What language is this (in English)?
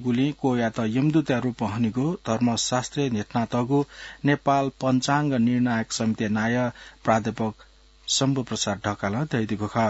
Newari